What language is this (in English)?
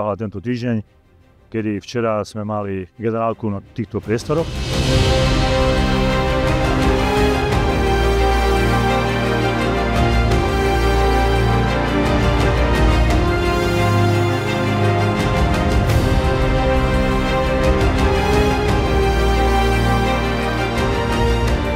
Slovak